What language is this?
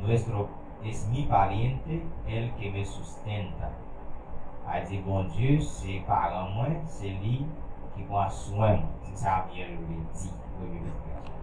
Haitian Creole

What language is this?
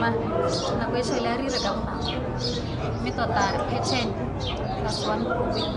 Tswana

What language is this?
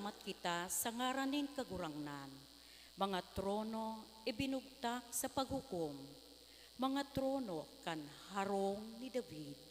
Bikol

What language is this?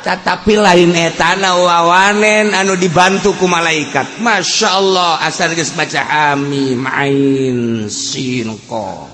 Sundanese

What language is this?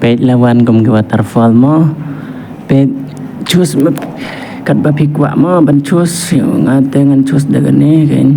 Khasi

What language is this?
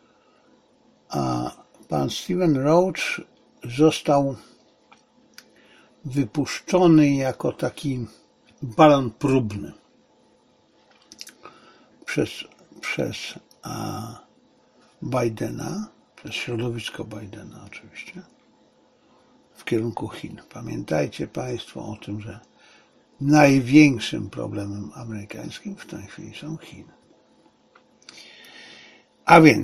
Polish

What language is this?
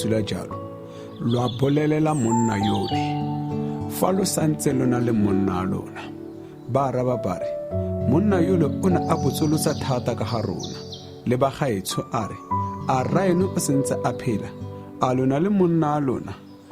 Tswana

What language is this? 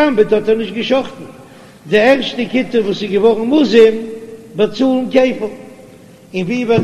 Yiddish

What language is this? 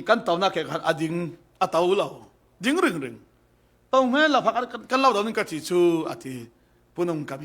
Falam Chin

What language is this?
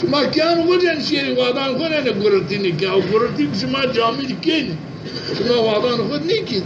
Zaza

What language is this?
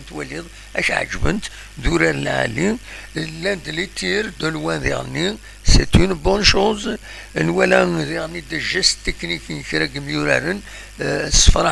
Kabyle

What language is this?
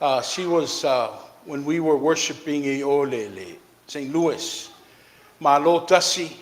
Samoan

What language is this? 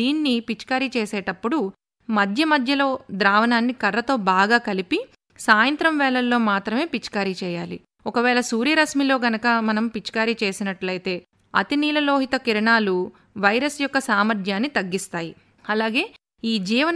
Telugu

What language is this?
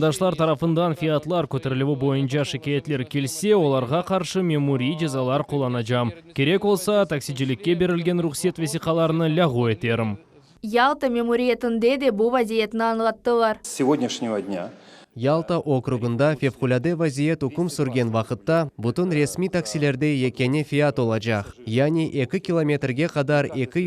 Crimean Tatar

